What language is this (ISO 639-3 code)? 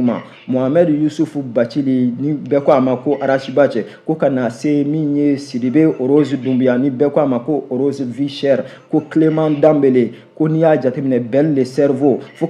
bam